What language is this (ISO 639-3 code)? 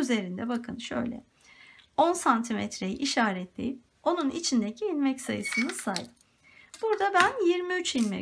tur